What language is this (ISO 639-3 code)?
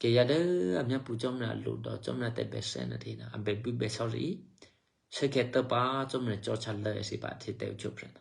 eky